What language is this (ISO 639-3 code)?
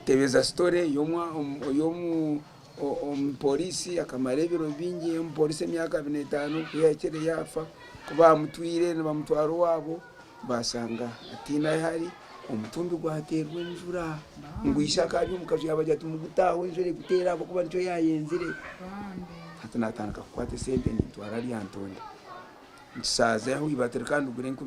nyn